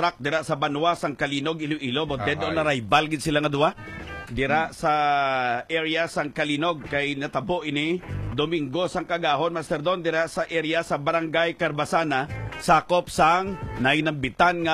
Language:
Hiligaynon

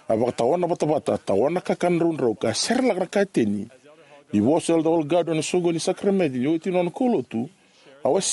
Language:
Fijian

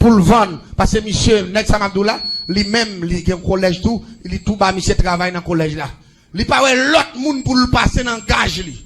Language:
Haitian Creole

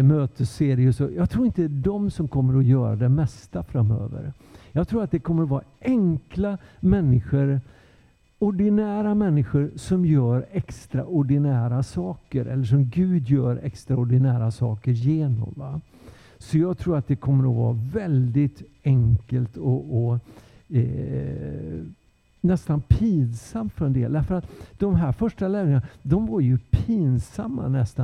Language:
Swedish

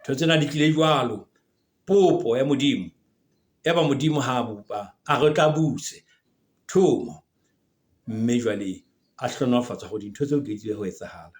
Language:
Southern Sotho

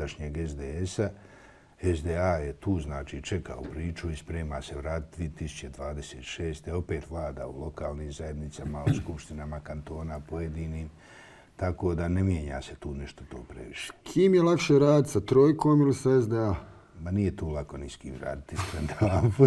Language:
Bosnian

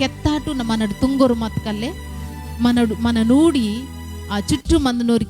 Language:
Koya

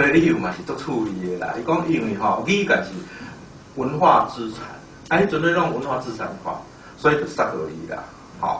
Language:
Min Nan Chinese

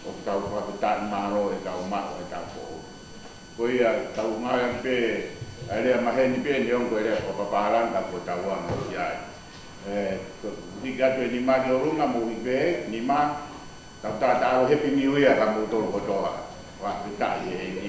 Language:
Tongan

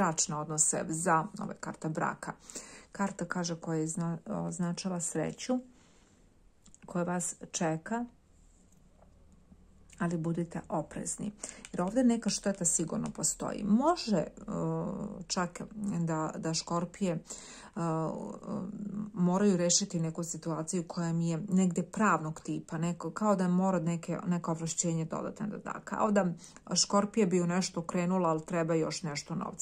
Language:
Serbian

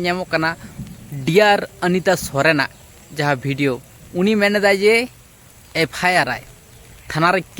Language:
Santali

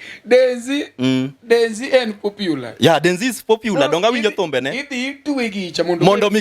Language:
Luo (Kenya and Tanzania)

